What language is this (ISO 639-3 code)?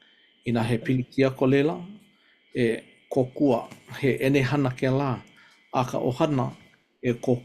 haw